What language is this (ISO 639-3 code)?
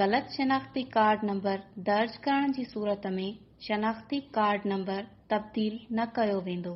snd